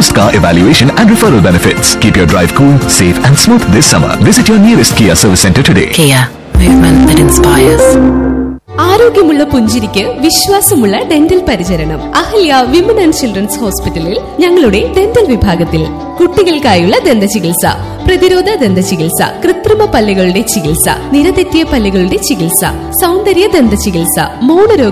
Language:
Malayalam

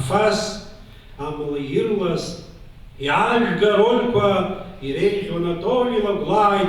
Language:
Abkhazian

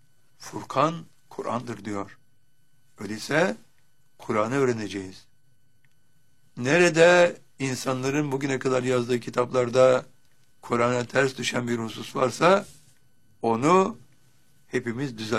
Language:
Turkish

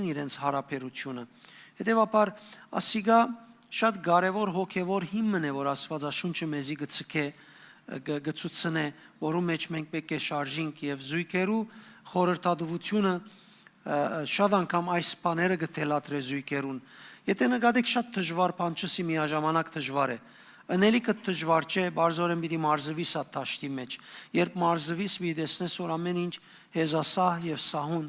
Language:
Western Armenian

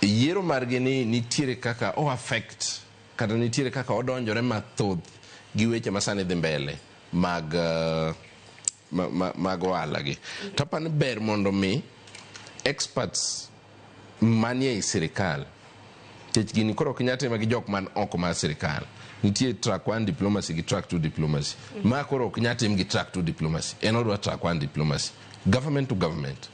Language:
Luo (Kenya and Tanzania)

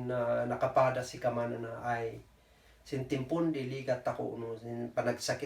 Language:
Kankanaey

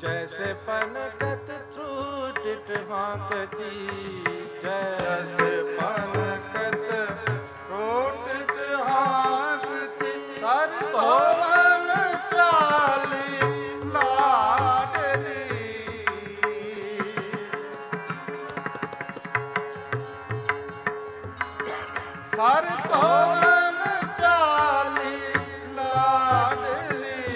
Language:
Punjabi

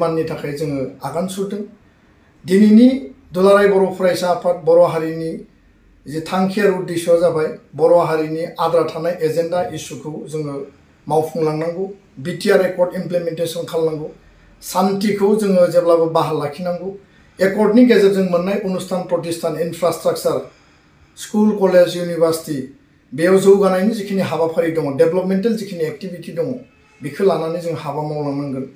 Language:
Bodo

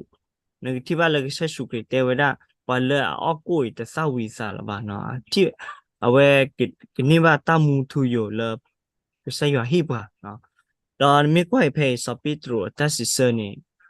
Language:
S'gaw Karen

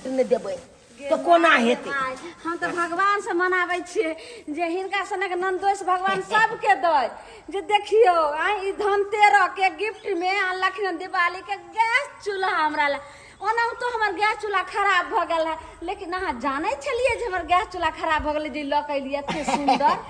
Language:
Maithili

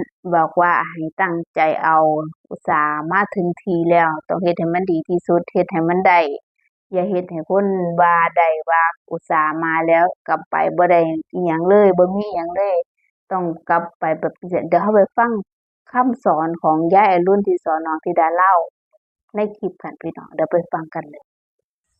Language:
Northeastern Thai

